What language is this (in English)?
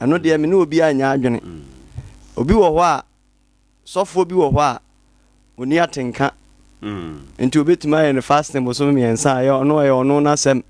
Akan